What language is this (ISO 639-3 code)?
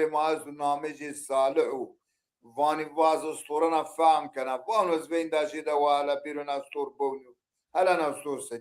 zza